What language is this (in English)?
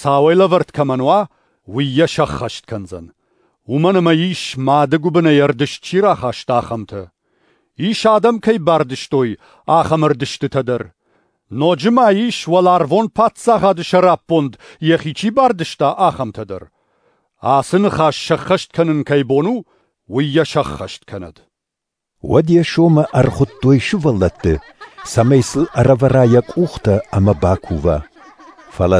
Ossetic